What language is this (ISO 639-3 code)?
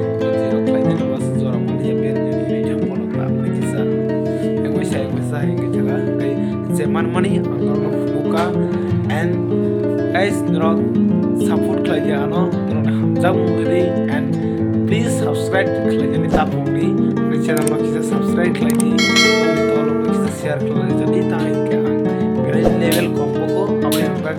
trp